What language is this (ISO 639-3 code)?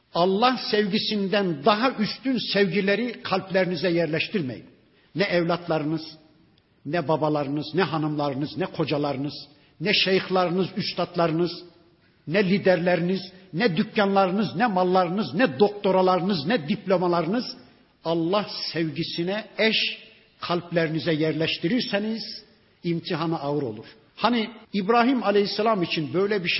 tur